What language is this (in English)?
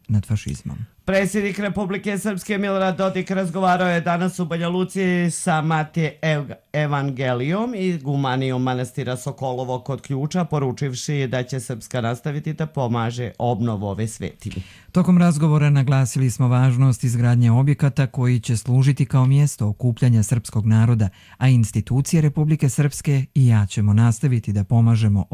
Croatian